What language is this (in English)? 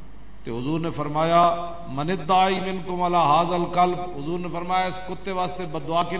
Western Panjabi